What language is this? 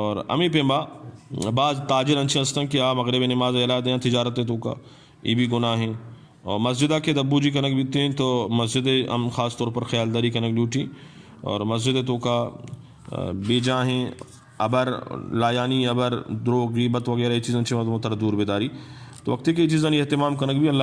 Eastern Balochi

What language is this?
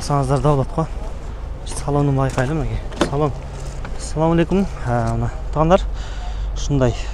Kyrgyz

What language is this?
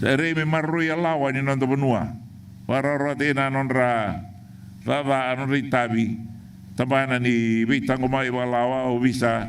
Fijian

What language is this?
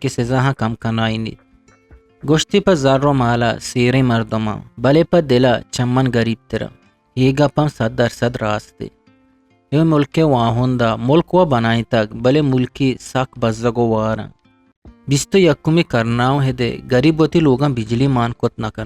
Eastern Balochi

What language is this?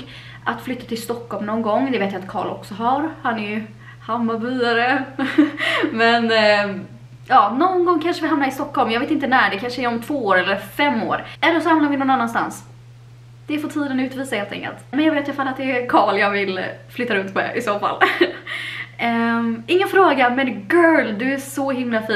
Swedish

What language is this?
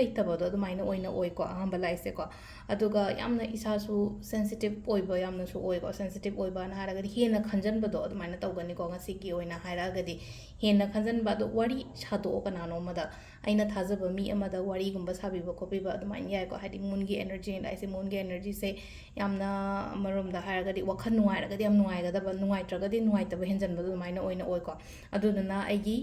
Manipuri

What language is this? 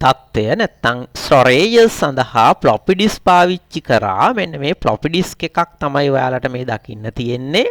Sinhala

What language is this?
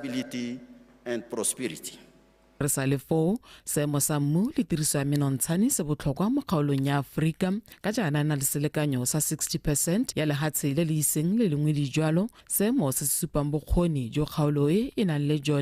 Tswana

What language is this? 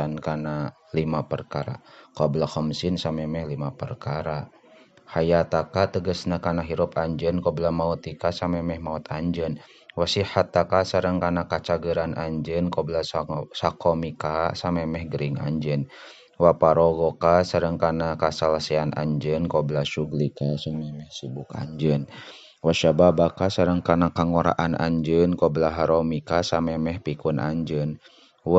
Sundanese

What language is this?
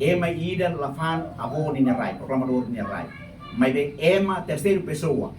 Tetum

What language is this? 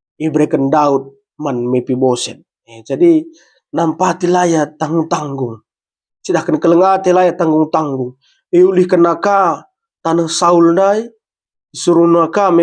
Batak Karo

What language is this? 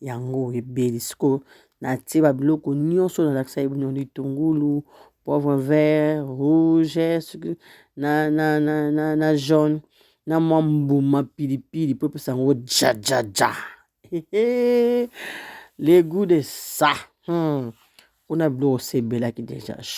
Lingala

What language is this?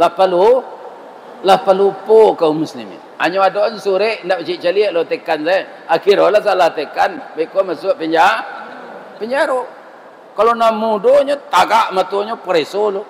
Minangkabau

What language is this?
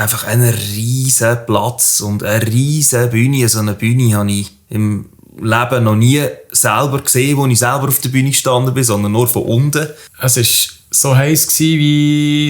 Swiss German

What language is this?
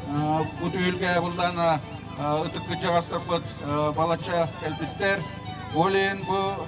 Yakut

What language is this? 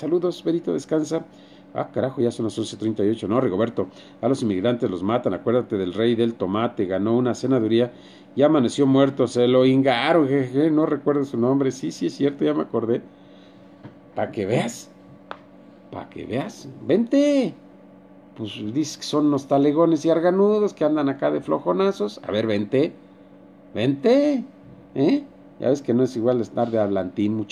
Spanish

